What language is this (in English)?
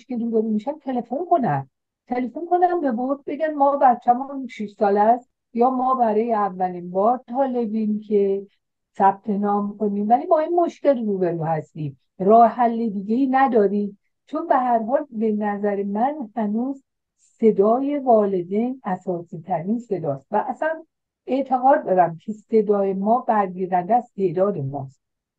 Persian